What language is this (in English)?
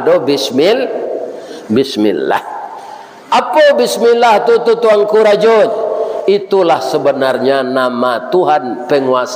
Minangkabau